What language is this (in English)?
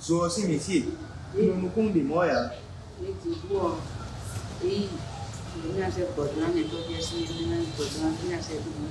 Fon